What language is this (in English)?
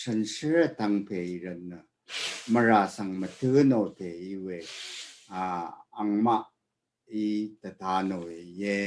Rawang